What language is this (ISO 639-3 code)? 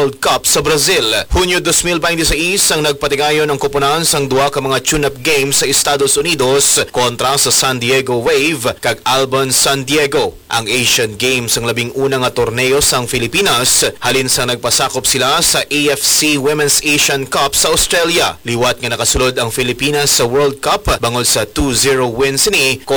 hil